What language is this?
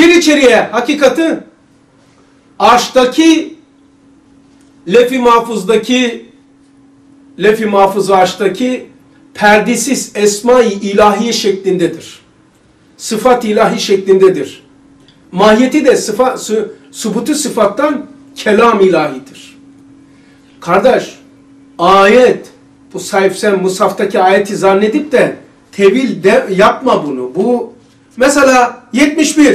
Turkish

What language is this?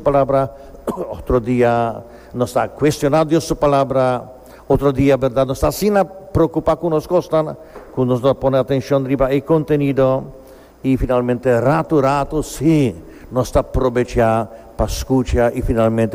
Papiamento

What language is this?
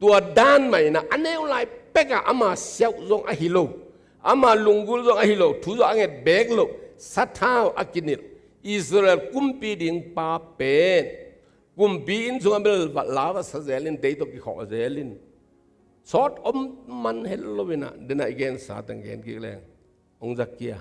Tedim Chin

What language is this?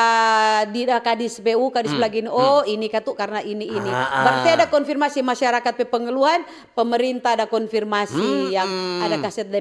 Manado Malay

